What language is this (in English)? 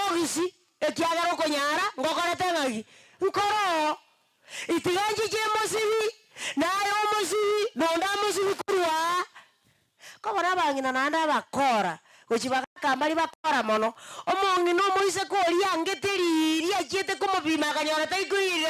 Gusii